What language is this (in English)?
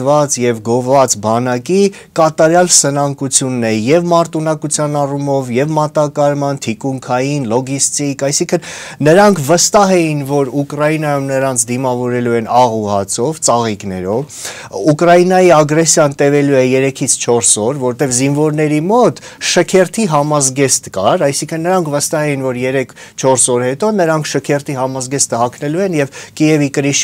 Armenian